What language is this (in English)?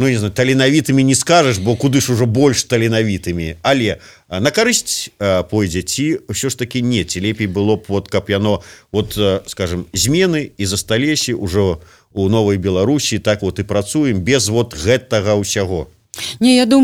Belarusian